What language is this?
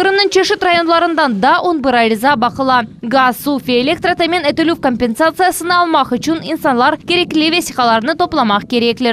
Crimean Tatar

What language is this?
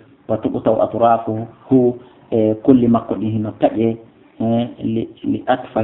Fula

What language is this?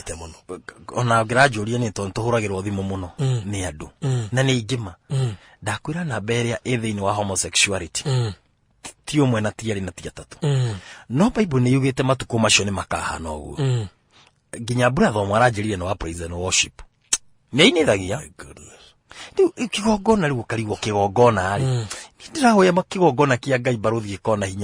Kikuyu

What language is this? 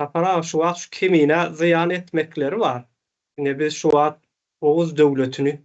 Turkmen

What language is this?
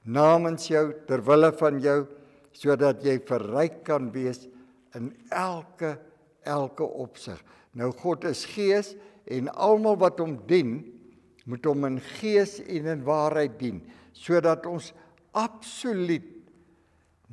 Afrikaans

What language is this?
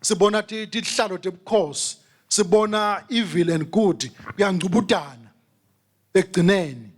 Swati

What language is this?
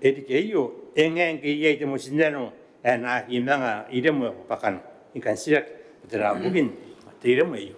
Gilbertese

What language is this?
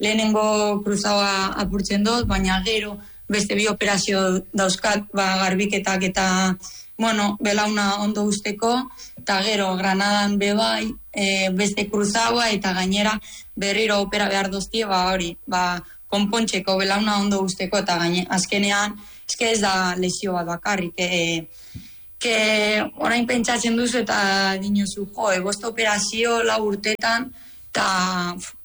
Basque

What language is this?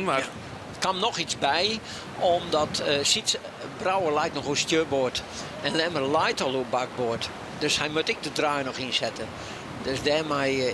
Western Frisian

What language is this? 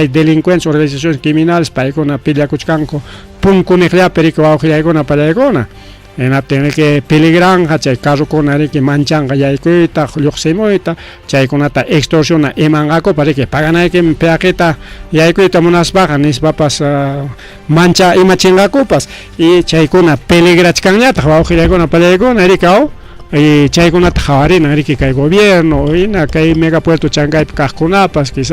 Ayacucho Quechua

